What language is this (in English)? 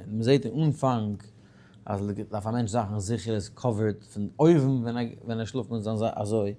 Yiddish